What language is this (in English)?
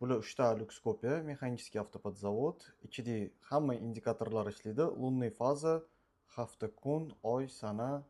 Uzbek